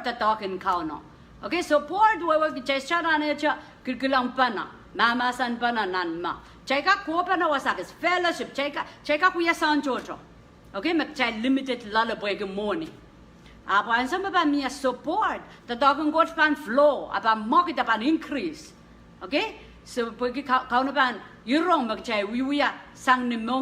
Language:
Pohnpeian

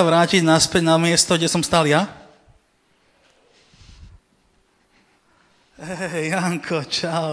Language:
Slovak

